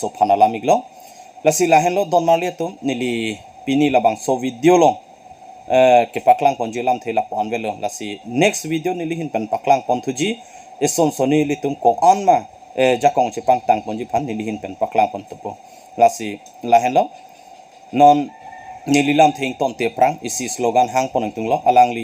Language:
Karbi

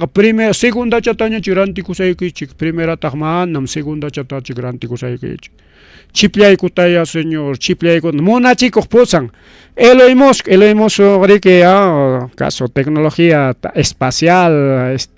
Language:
Ayacucho Quechua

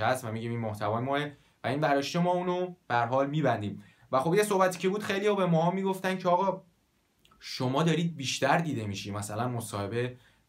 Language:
Persian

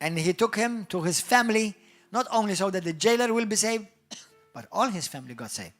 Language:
English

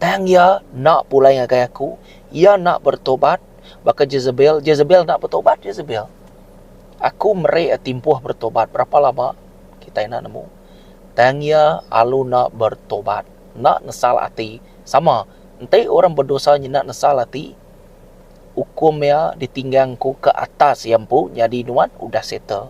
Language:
Iban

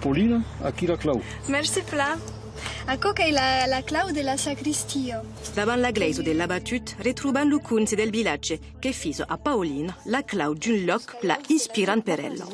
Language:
Occitan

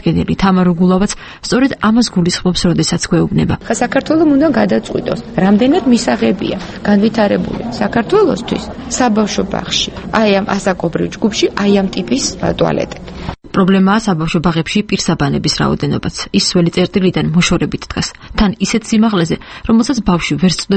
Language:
Georgian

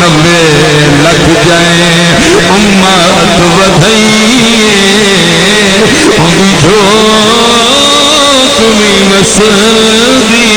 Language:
Saraiki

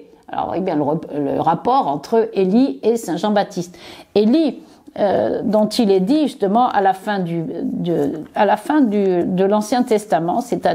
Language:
French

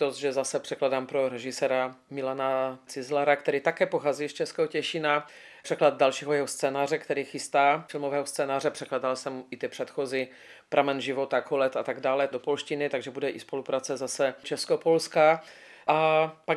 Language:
Czech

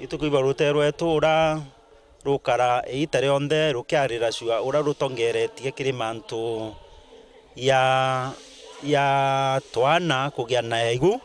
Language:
Meru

